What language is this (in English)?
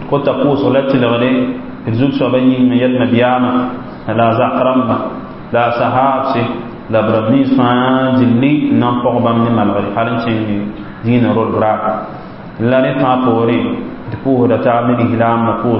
Mossi